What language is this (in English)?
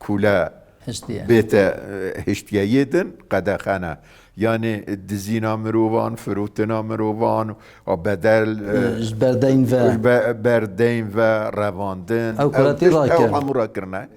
Kurdish